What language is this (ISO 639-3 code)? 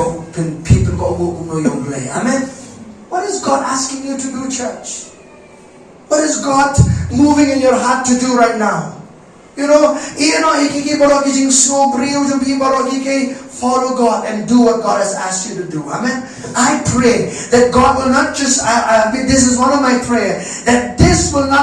kha